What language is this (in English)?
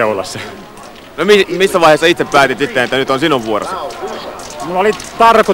Finnish